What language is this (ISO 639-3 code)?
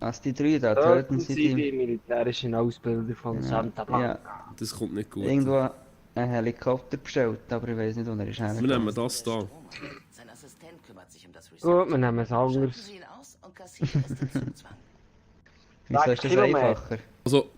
gsw